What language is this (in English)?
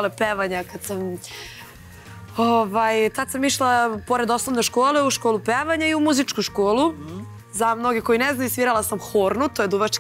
Serbian